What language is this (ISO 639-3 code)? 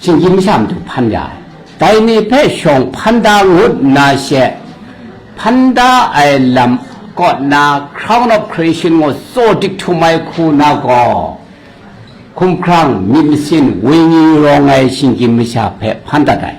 kac